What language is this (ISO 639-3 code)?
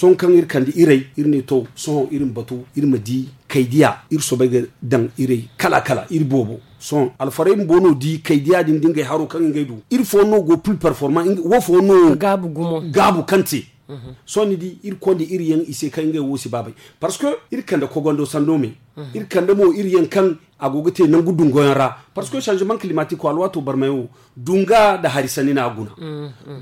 dje